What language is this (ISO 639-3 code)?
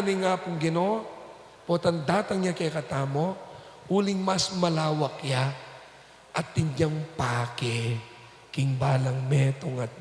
pam